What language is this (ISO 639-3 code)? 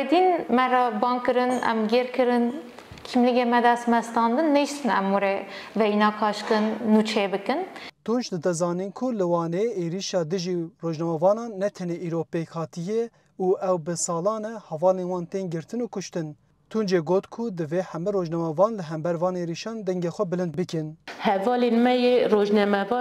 kur